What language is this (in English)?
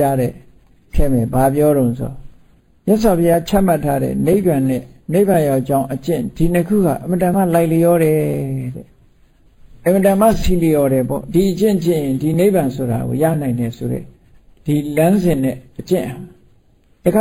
Burmese